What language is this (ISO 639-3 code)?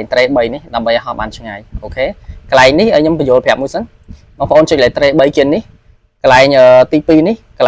khm